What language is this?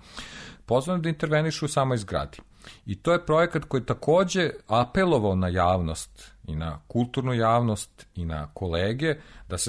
Serbian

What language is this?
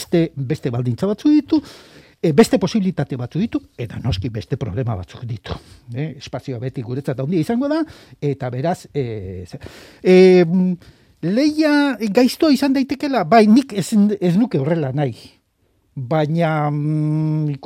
Basque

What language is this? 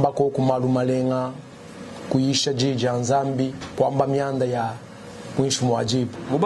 Luba-Lulua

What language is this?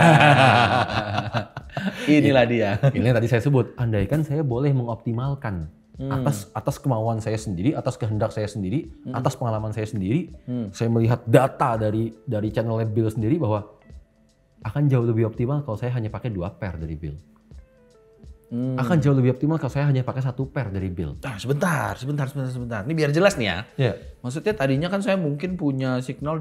Indonesian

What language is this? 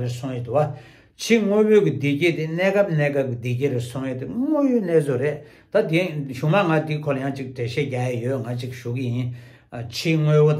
Tibetan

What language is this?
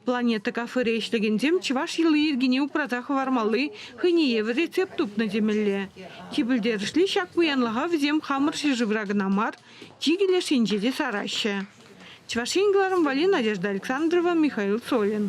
Chuvash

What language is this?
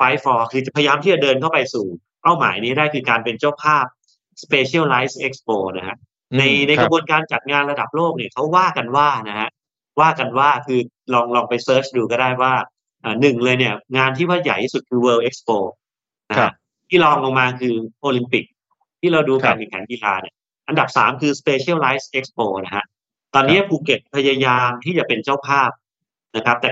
Thai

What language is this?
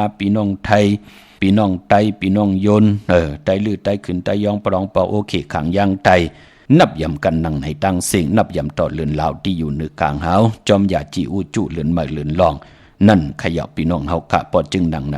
Shan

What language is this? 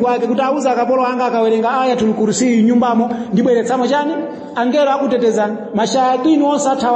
Nyanja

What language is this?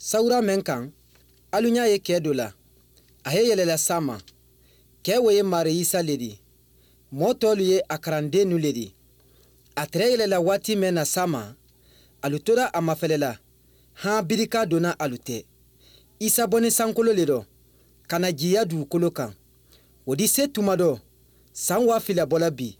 Mandingo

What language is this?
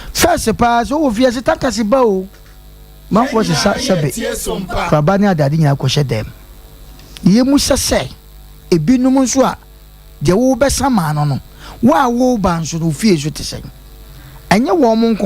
Akan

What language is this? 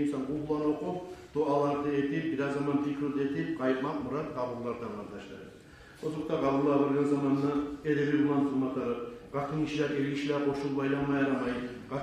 Kumyk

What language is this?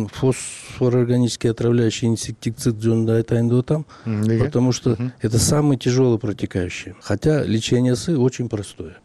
Kyrgyz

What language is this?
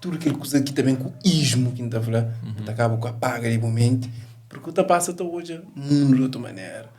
Kabuverdianu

